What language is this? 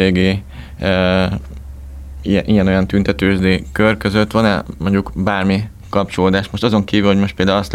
Hungarian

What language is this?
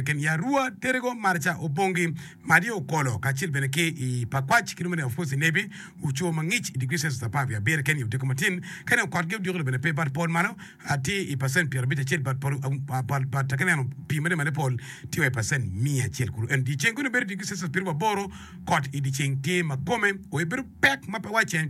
Acoli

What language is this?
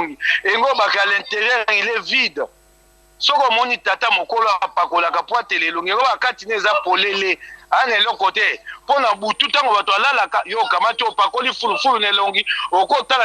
Lingala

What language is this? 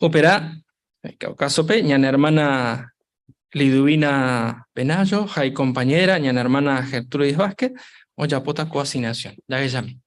Guarani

